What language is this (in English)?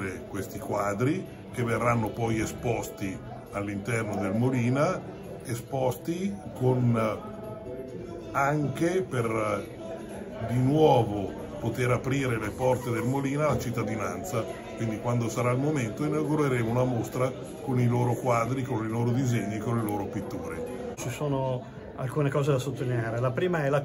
Italian